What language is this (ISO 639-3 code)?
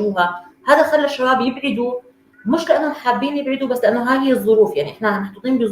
apc